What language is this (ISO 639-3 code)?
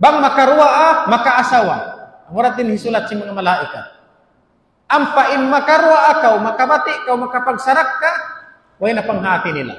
tsg